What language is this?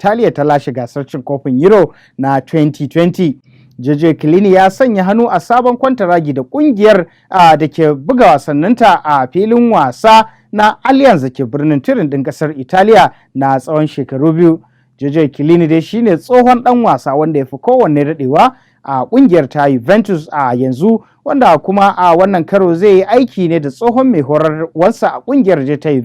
Hausa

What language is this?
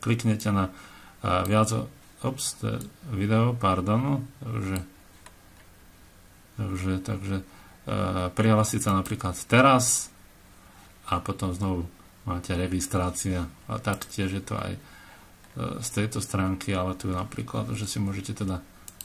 Slovak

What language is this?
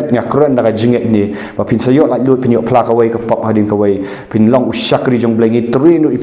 Khasi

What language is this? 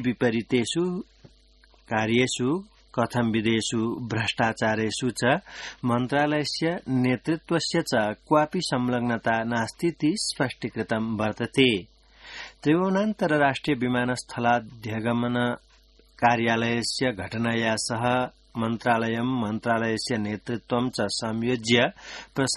Sanskrit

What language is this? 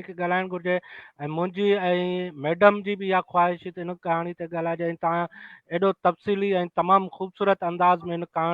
Sindhi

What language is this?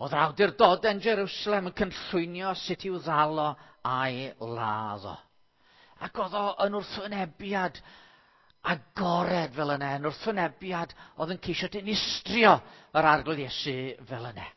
Welsh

